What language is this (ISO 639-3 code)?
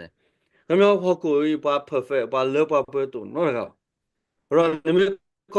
ksw